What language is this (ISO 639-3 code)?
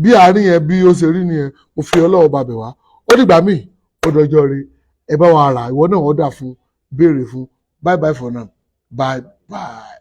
yor